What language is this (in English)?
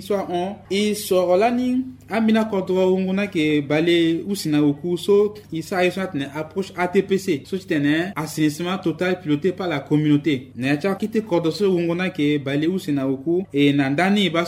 Sango